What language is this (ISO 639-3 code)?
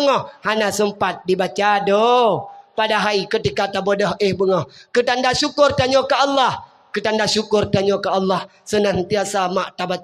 ace